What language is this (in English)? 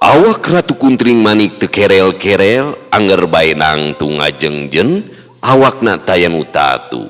Sundanese